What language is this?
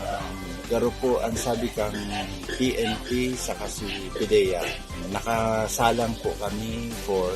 Bikol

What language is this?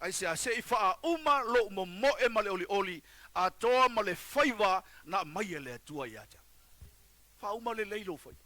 Samoan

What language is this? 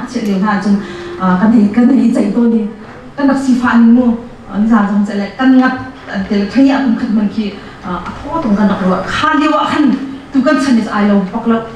Hakha Chin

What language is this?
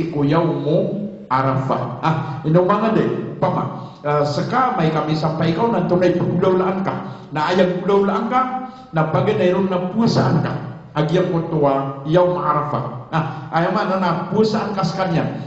Maranao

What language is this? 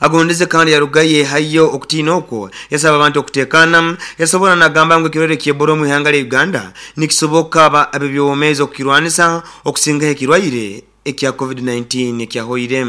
Nyoro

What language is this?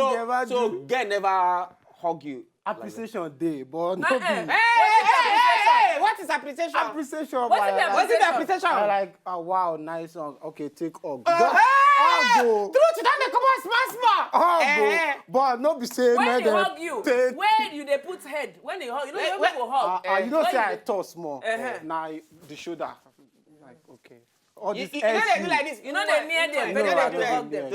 Nigerian Pidgin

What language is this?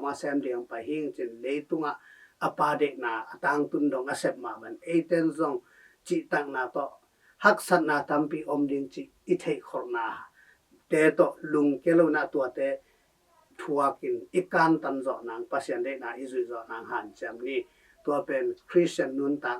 Tedim Chin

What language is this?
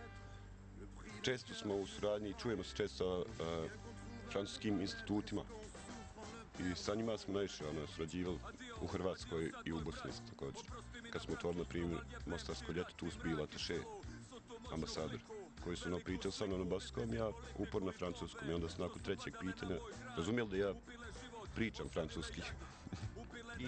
Bosnian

